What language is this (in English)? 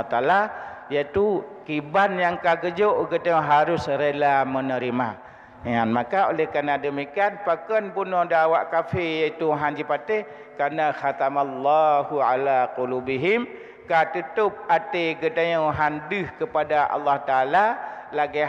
Achinese